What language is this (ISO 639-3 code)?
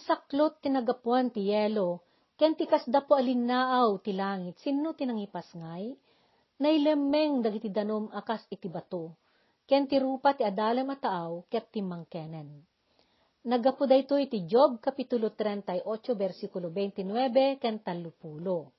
ilo